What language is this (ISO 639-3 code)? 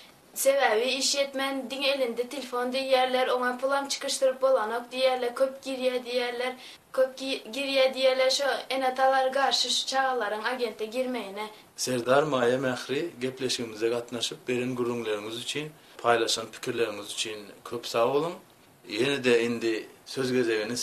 tuk